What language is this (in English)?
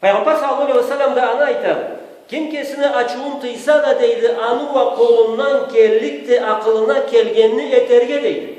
Karachay-Balkar